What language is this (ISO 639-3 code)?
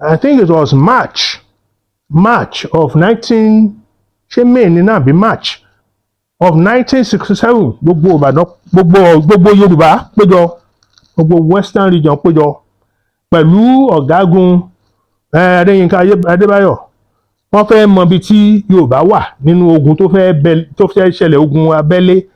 yor